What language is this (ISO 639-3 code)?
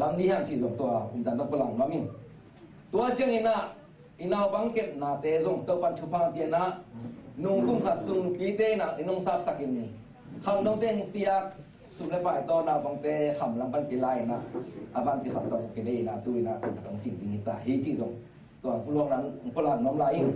ctd